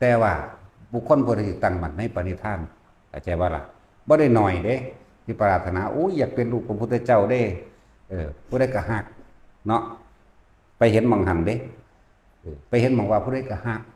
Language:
Lao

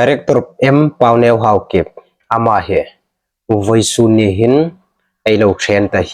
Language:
Hmar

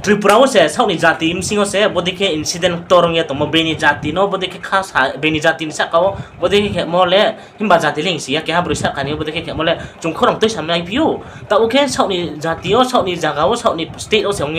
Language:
Riang (India)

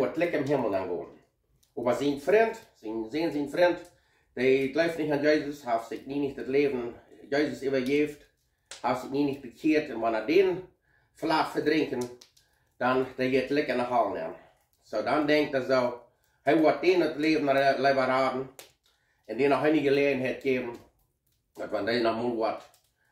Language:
Plautdietsch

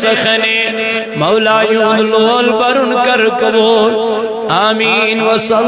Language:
Kashmiri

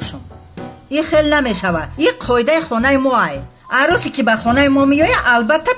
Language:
Tajik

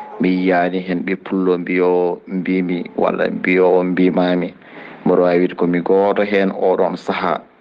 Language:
Fula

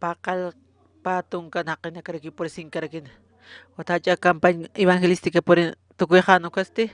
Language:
Aymara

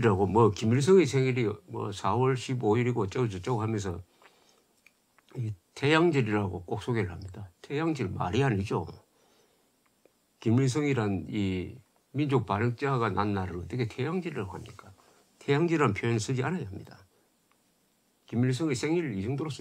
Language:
Korean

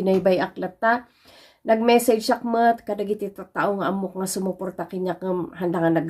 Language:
Iloko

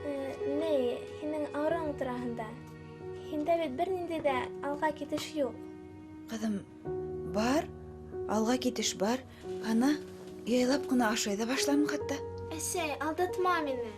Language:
Bashkir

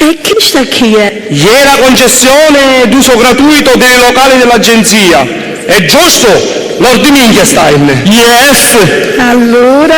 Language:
Sicilian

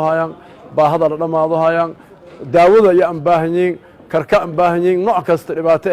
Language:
Somali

